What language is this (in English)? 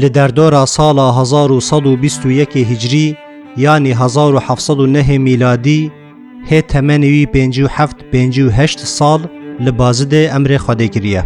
Kurdish